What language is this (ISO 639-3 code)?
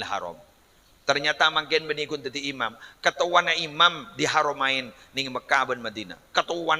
mad